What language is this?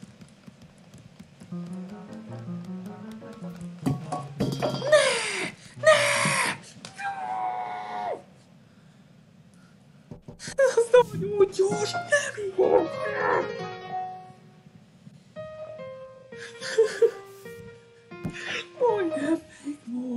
Hungarian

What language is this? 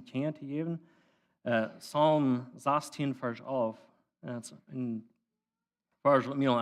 Plautdietsch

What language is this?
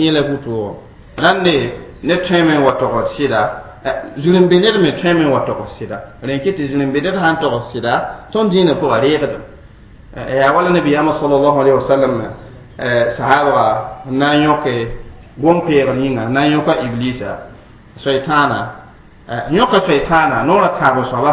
Mossi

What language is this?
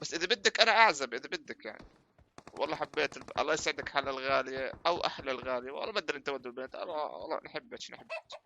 North Levantine Arabic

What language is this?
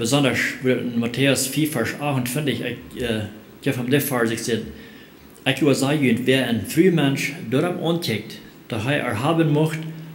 Plautdietsch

